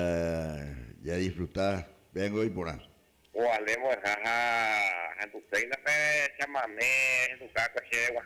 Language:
Guarani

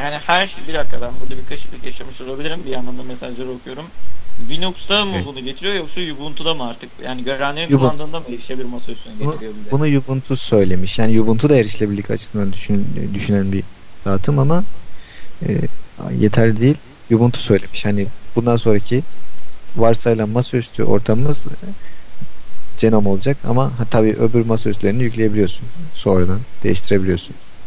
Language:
Turkish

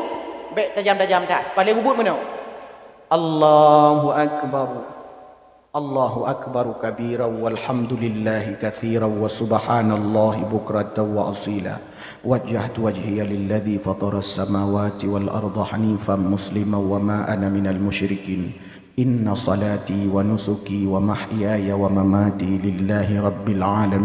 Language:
Achinese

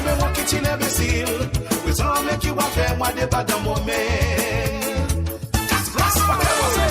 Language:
Morisyen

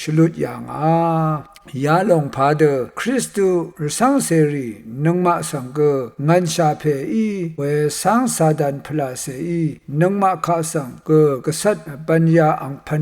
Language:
Rawang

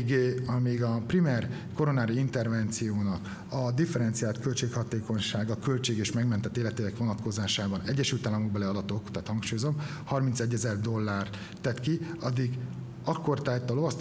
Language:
Hungarian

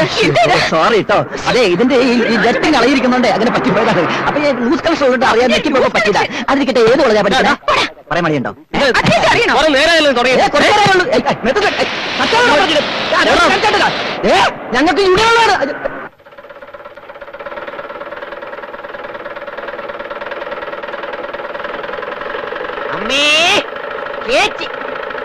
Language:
Malayalam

